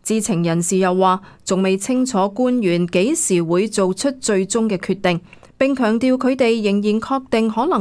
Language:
Cantonese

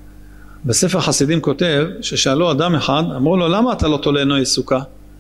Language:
Hebrew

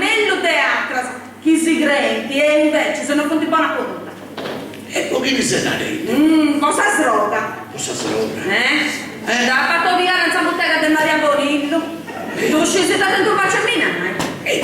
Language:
Sardinian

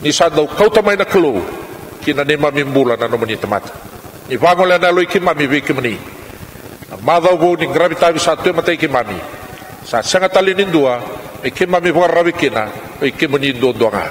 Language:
Fijian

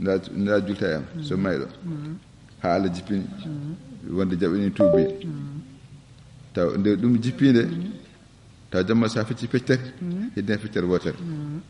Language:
Fula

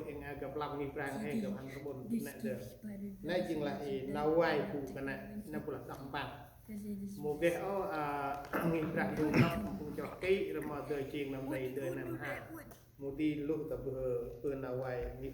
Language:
Central Mnong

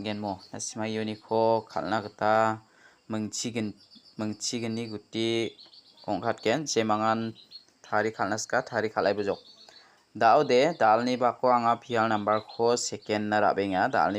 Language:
Garo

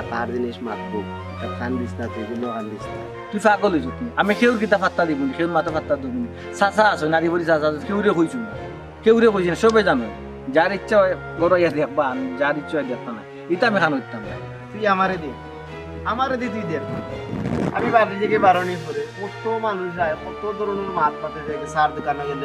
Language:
Sylheti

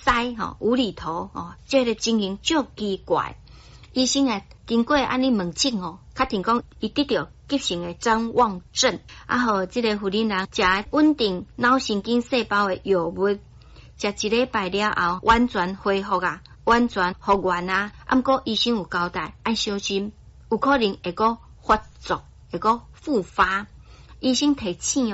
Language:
Min Nan Chinese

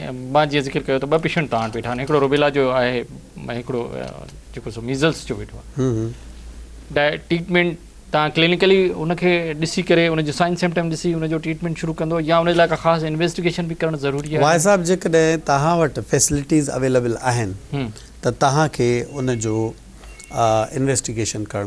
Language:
Sindhi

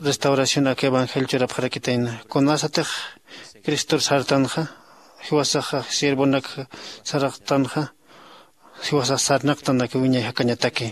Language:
Aymara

